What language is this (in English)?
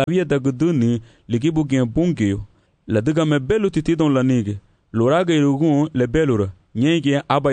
Garifuna